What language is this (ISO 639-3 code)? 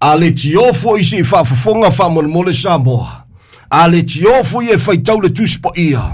smo